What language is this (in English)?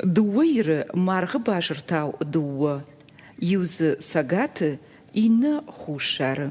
Ossetic